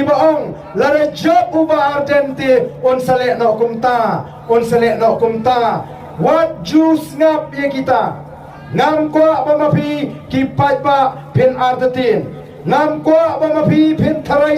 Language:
Khasi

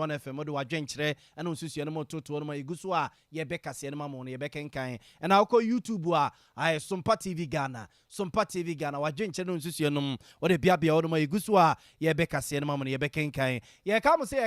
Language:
Akan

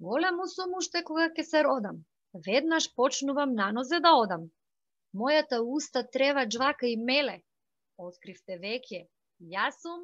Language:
Macedonian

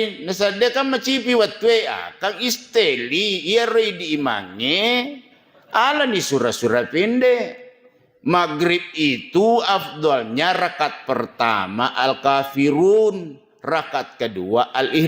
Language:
Buginese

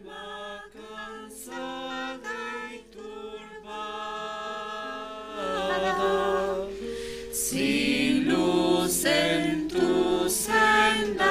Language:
South Bolivian Quechua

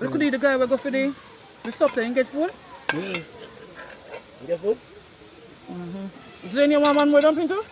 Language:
Jamaican Creole English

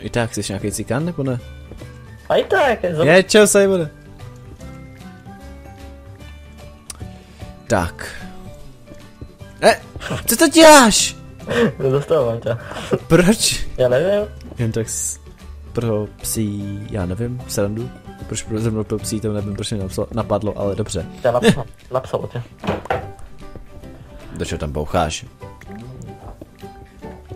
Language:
Czech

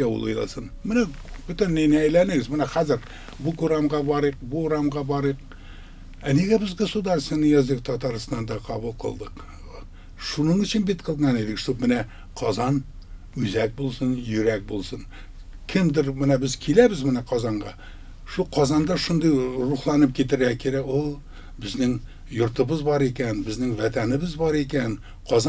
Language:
Tatar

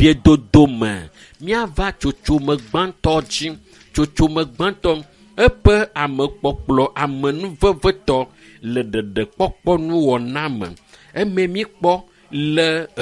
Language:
Ewe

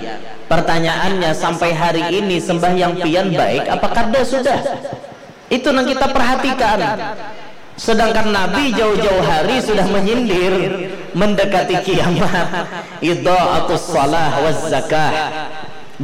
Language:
Banjar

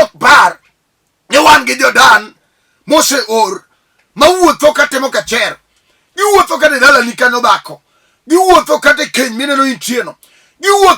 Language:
Luo (Kenya and Tanzania)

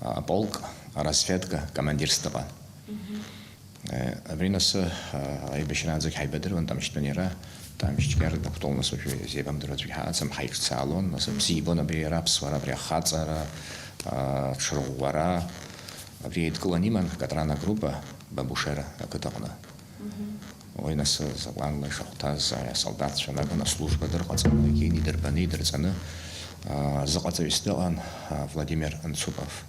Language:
Abkhazian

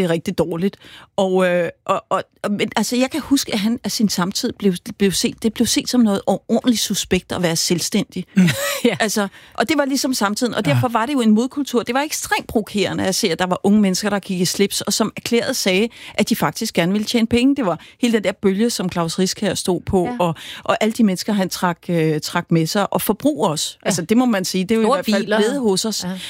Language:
Danish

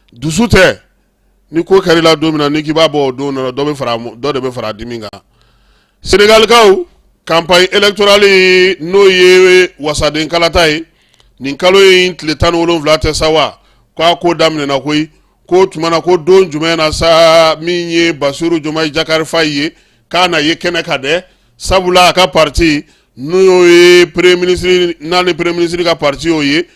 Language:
Bambara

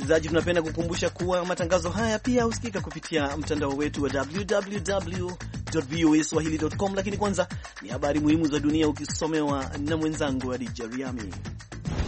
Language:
Swahili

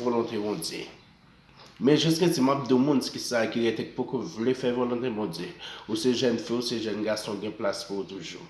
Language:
Haitian Creole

